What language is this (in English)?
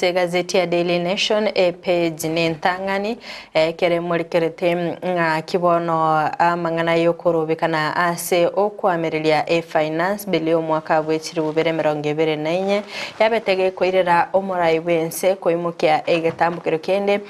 Gusii